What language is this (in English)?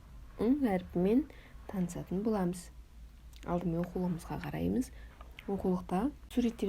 Kazakh